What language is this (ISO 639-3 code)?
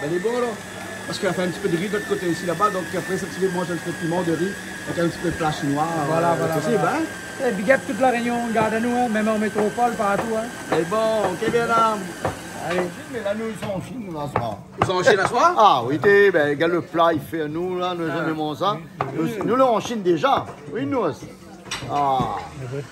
rcf